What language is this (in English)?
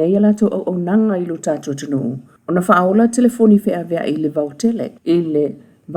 Samoan